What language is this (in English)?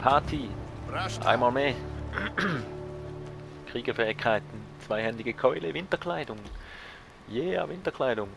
Swiss German